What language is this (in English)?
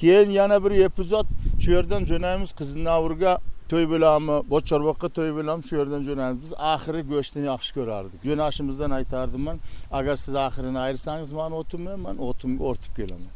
Uzbek